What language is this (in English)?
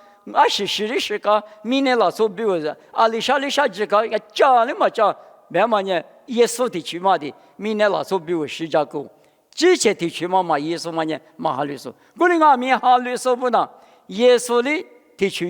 Lisu